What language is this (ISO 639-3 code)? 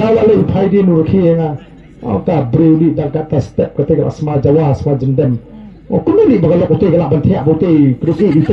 kha